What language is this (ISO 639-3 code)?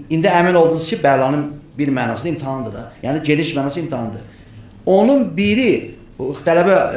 aze